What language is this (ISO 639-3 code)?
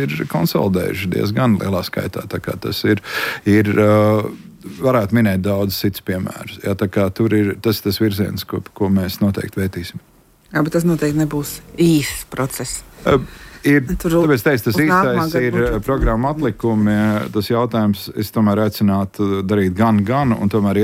lav